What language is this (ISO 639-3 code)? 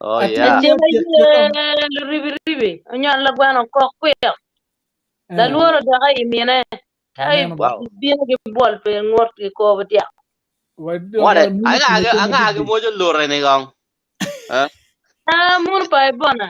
ach